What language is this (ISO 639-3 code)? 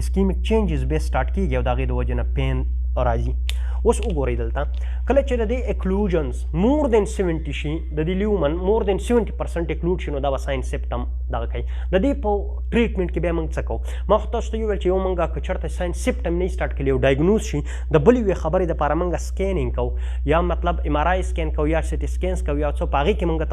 pus